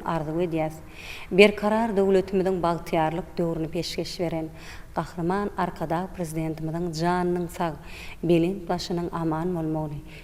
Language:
Turkmen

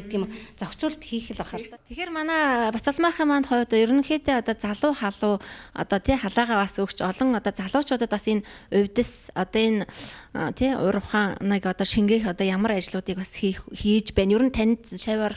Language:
Mongolian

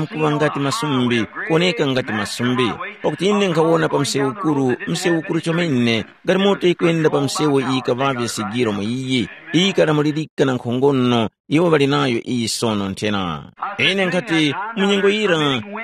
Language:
Tumbuka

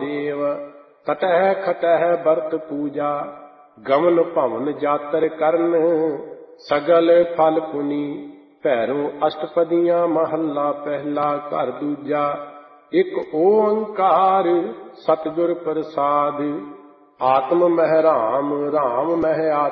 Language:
Punjabi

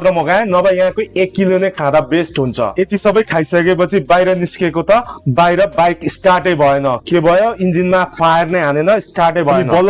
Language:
Nepali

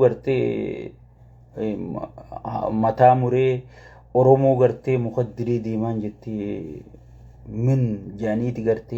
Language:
Oromo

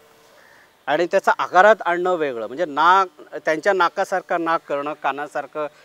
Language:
Marathi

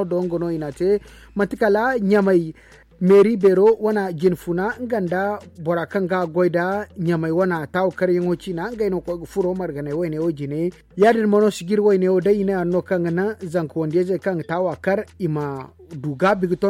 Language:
Zarma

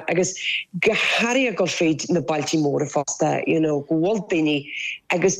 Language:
Irish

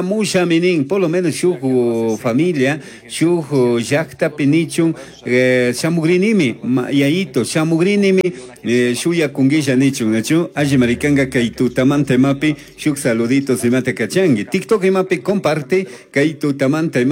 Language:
Chimborazo Highland Quichua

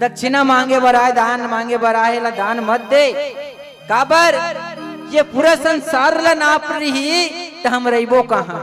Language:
Chhattisgarhi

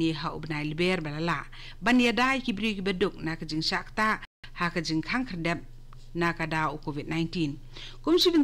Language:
Khasi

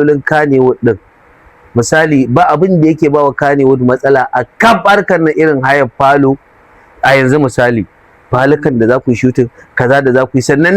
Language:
Hausa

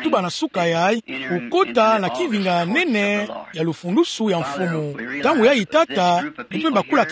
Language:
Kituba (Democratic Republic of Congo)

